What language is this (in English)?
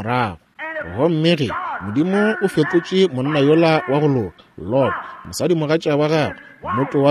Northern Sotho